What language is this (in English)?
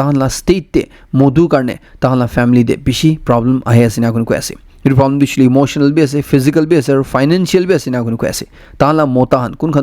Naga Pidgin